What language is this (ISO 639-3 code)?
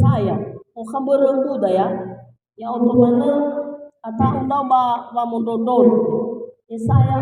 nia